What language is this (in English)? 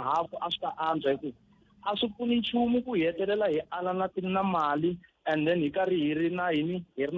Tsonga